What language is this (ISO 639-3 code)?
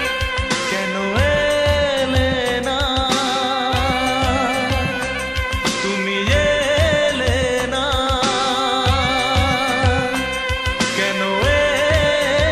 ben